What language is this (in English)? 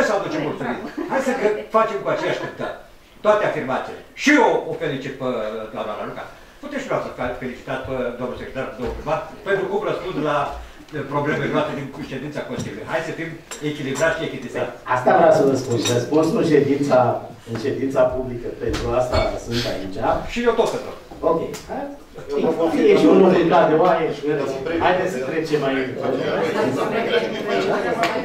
Romanian